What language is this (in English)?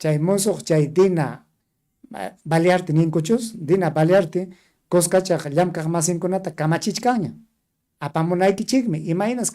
Ayacucho Quechua